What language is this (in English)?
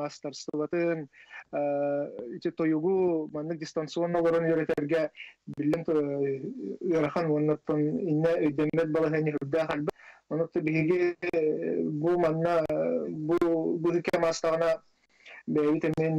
Yakut